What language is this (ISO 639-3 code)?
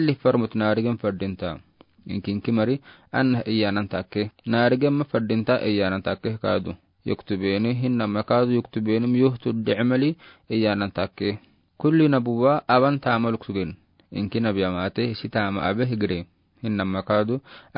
aar